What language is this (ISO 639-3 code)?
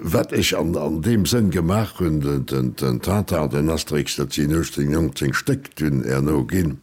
ltz